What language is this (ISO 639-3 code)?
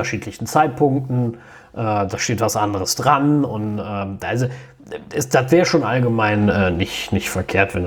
deu